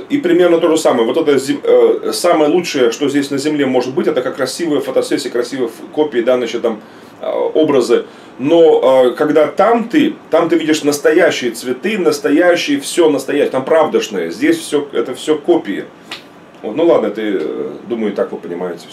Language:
Russian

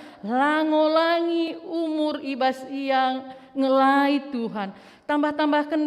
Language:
Batak Karo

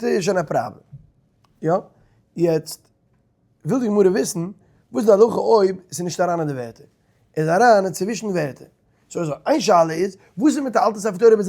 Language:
Yiddish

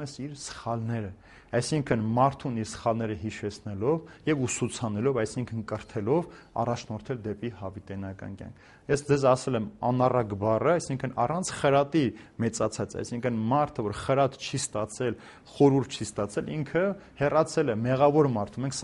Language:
Armenian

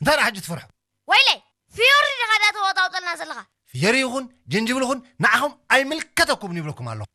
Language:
Tigrinya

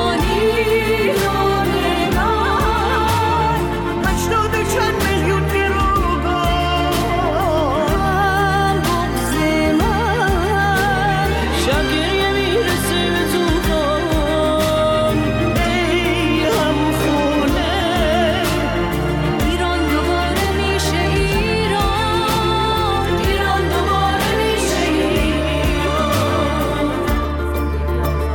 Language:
Persian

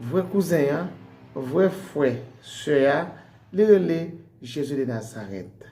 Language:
Haitian Creole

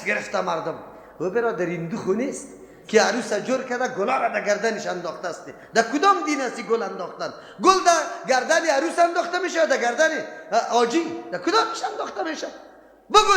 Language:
Persian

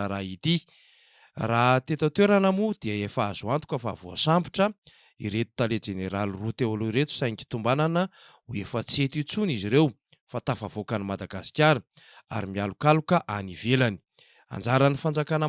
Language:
Malagasy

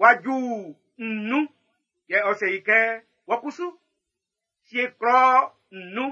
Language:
Baoulé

